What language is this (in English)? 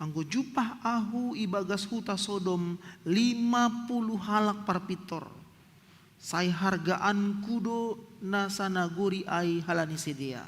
Batak Simalungun